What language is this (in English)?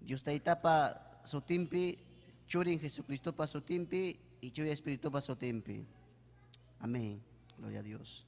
Ayacucho Quechua